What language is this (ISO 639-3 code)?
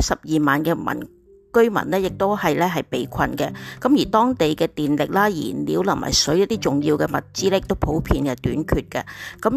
yue